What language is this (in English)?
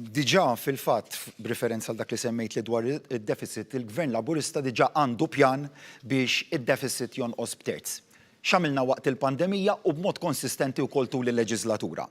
Maltese